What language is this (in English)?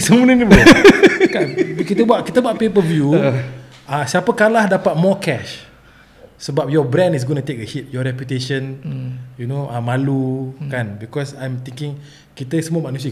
Malay